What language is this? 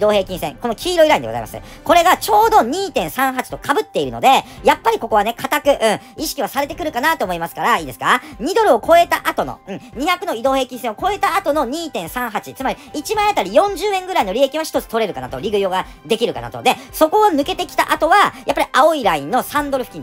Japanese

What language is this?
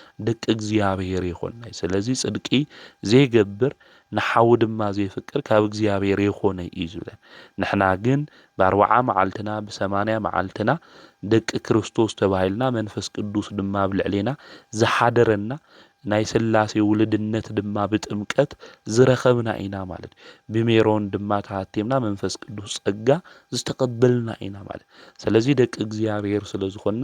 Tigrinya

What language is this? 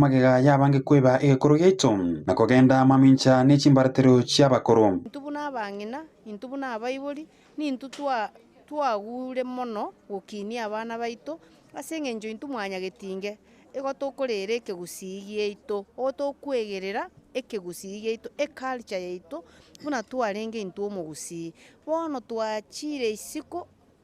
Gusii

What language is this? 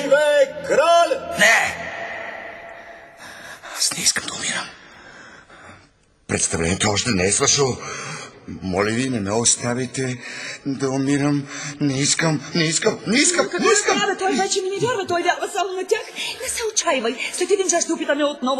Bulgarian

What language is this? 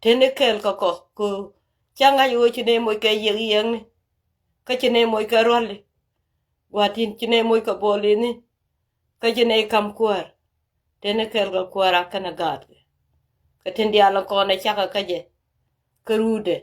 Nuer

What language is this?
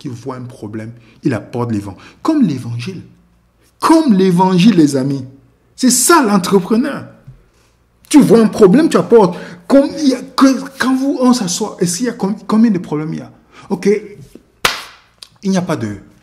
French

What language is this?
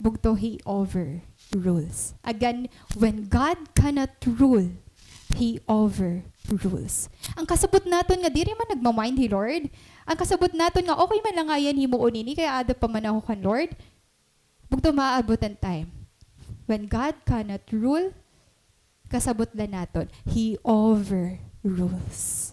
Waray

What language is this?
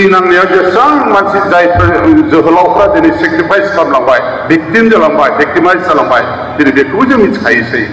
Bodo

